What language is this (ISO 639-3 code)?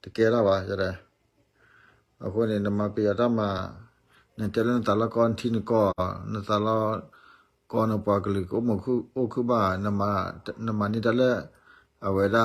ksw